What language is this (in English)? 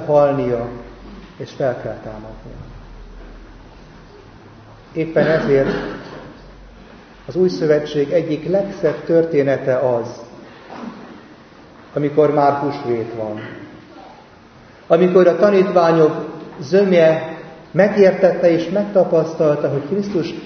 Hungarian